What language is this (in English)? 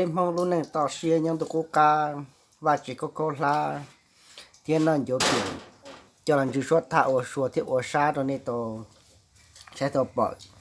Hmong